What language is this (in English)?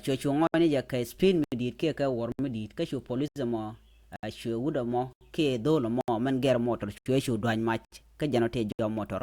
Nuer